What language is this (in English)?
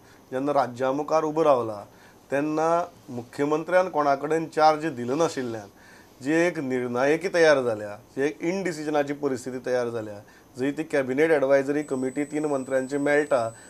Konkani